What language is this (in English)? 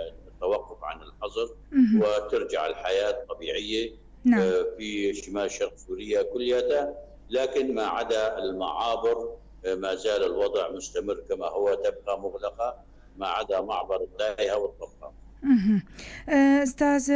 North Levantine Arabic